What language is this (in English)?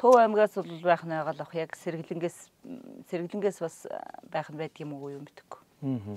Mongolian